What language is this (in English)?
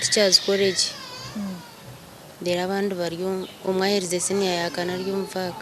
Nyankole